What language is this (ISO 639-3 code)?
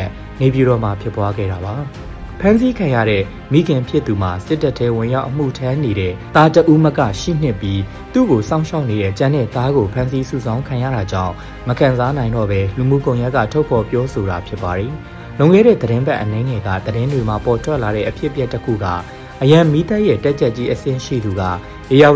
mya